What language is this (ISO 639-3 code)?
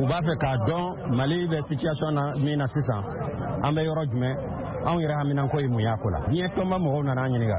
bam